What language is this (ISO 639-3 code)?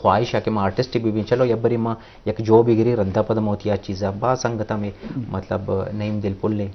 bgp